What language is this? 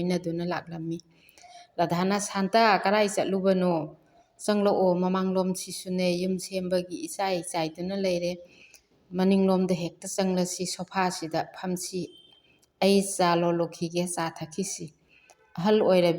Manipuri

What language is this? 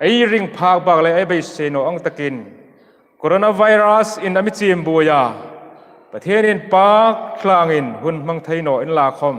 Hmar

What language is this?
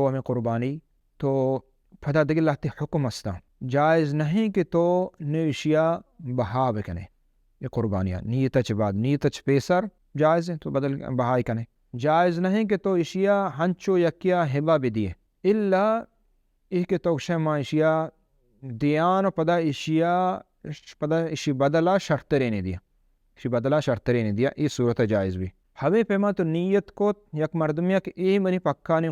Baluchi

